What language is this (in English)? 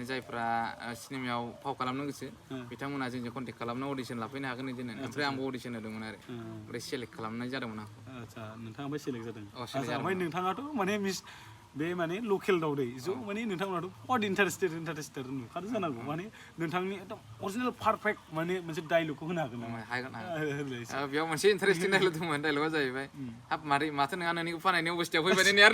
Bodo